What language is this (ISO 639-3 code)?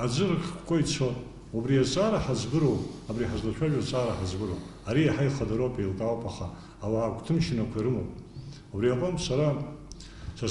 abk